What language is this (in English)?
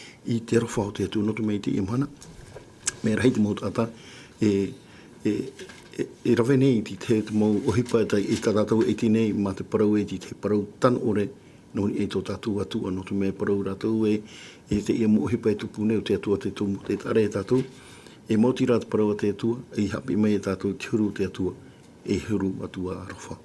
Tahitian